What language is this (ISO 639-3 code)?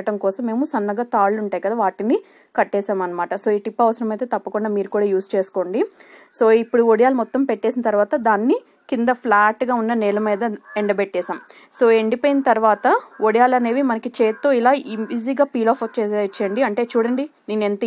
tel